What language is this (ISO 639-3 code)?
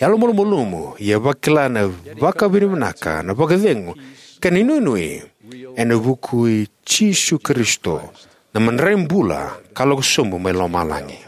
fij